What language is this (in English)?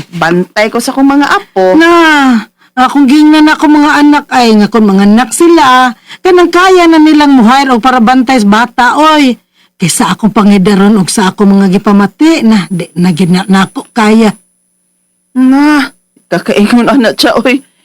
Cebuano